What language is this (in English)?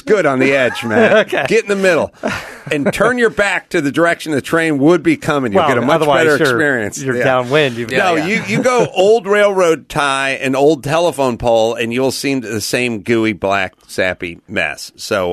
English